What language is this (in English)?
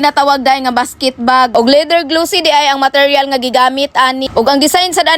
Cebuano